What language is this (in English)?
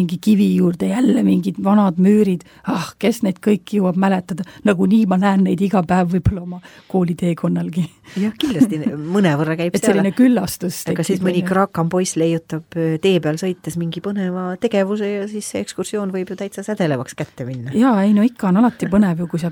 Estonian